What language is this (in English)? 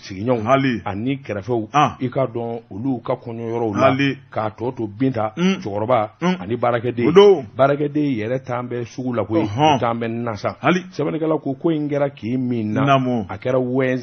Bambara